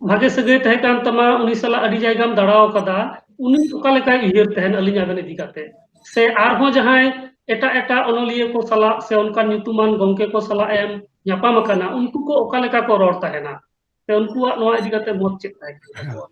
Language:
Santali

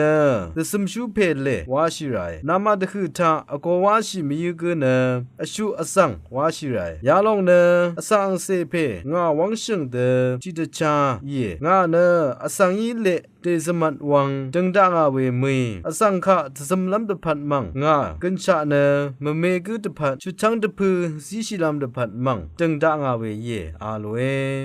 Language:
Rawang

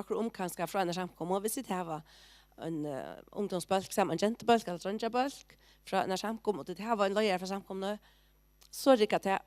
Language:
Faroese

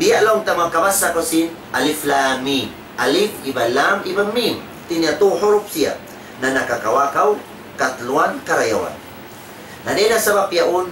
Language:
Tausug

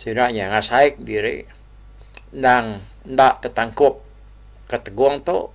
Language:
Iban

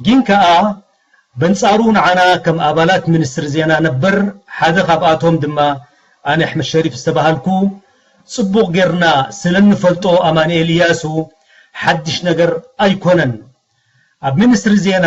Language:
Tigrinya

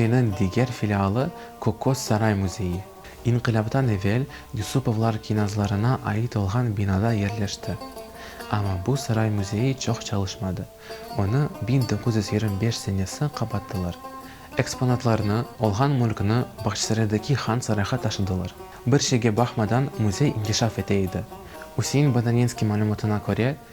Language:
Crimean Tatar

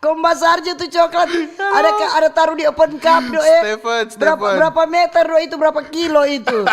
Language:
Manado Malay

